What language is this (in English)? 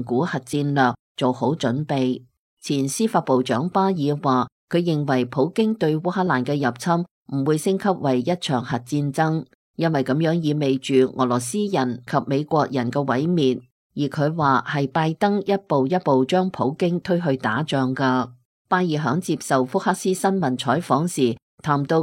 Cantonese